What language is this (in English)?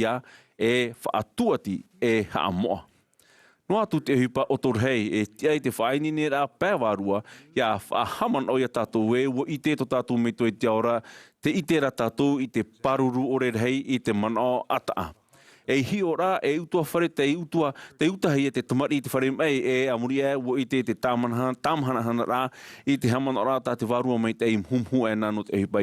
Tahitian